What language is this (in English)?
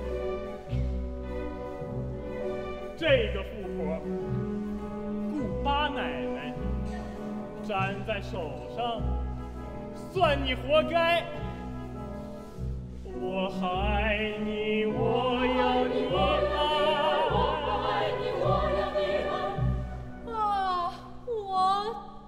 Chinese